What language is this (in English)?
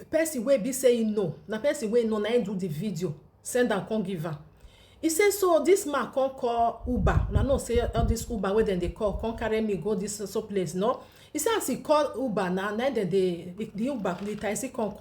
Nigerian Pidgin